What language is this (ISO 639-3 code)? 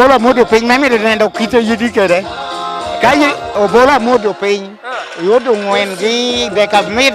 laj